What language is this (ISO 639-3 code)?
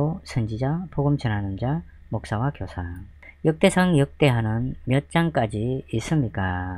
kor